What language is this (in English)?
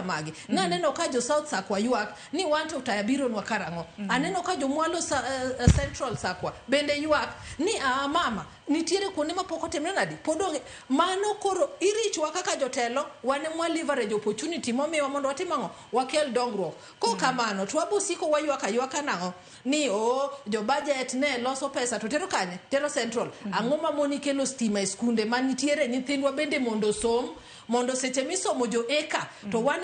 Luo (Kenya and Tanzania)